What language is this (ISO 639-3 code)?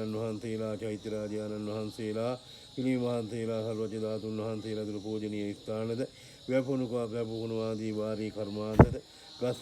sin